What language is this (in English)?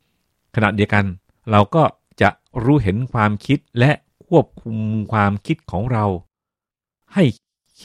Thai